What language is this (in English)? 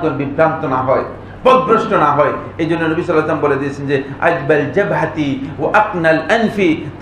Bangla